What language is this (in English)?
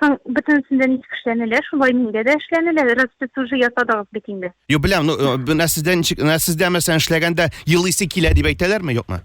Tatar